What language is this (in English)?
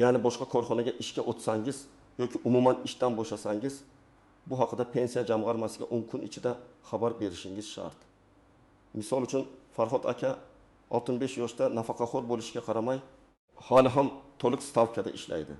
Uzbek